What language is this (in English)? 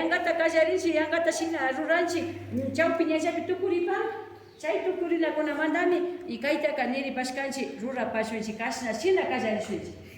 Imbabura Highland Quichua